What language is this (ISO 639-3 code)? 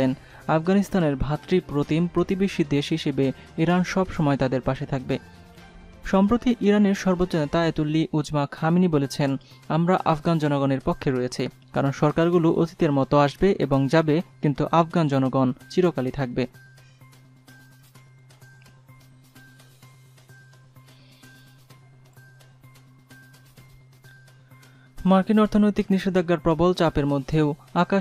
ben